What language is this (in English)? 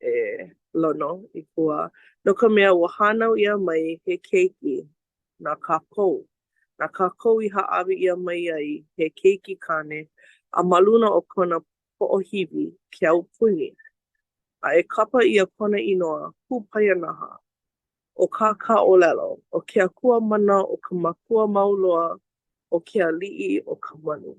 Hawaiian